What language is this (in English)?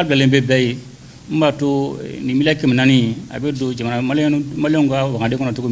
Bambara